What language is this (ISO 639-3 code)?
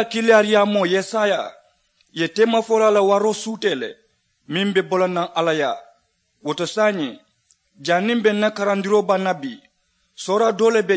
man